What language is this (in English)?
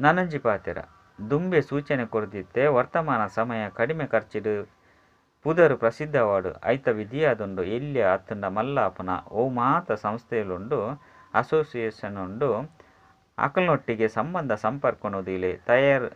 Tulu